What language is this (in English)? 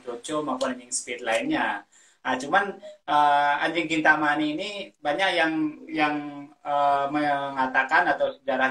Indonesian